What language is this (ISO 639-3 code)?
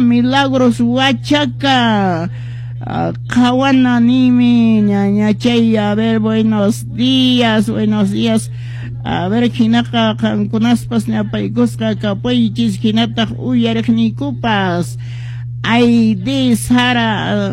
que